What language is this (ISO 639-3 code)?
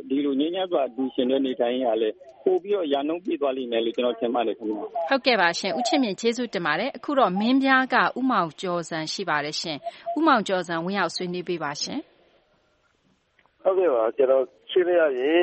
mya